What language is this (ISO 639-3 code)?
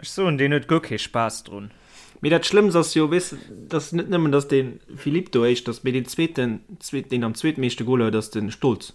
ltz